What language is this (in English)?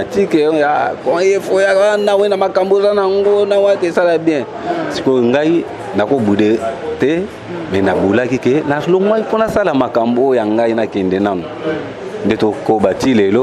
Lingala